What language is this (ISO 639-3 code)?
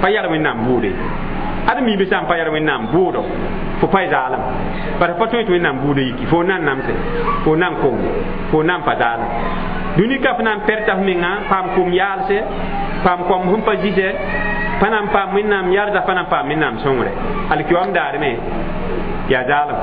mos